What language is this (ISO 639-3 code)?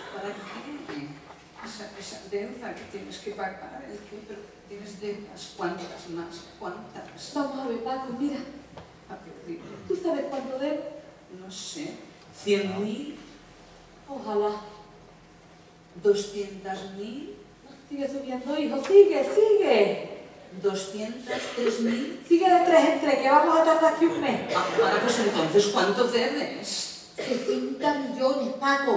spa